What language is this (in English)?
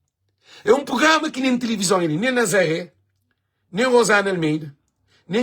Kabuverdianu